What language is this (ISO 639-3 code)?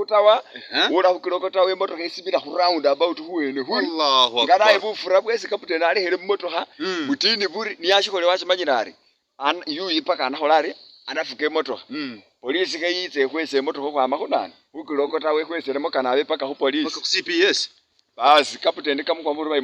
myx